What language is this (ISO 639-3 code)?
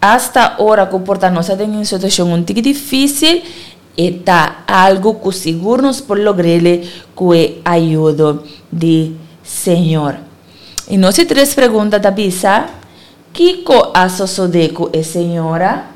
pap